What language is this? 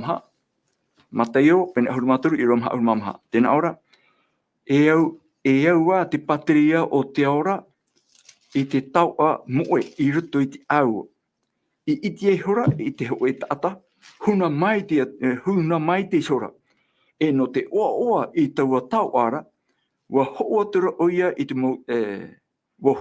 Tahitian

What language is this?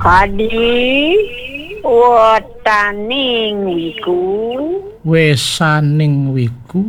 Balinese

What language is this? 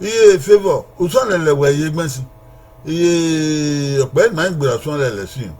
Bini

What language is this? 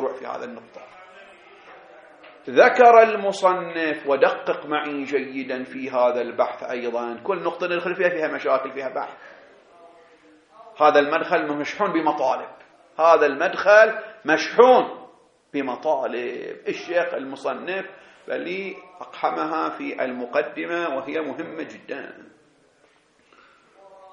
Arabic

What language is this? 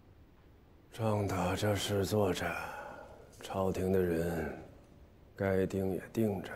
Chinese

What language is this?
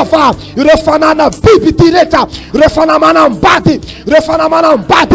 Malagasy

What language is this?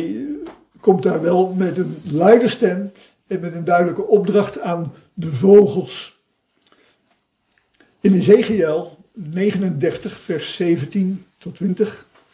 Dutch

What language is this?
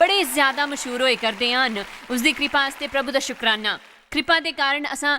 Dogri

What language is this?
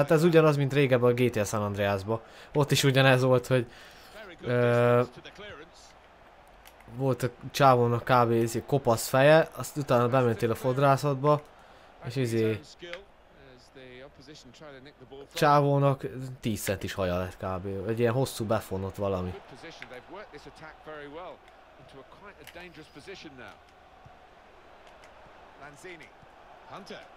Hungarian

